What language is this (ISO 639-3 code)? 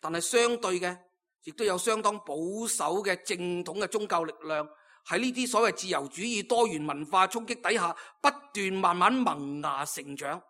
yue